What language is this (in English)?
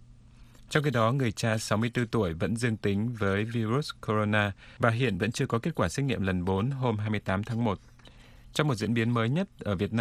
Vietnamese